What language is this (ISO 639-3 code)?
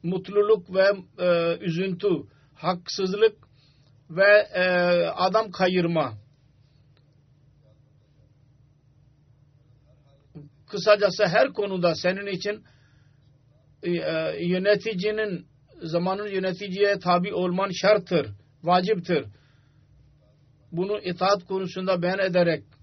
tur